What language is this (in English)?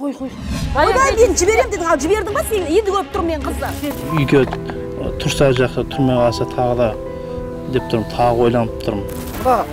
Kazakh